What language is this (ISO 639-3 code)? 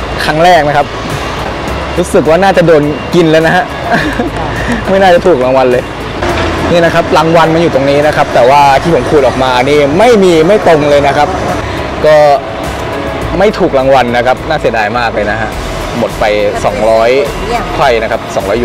tha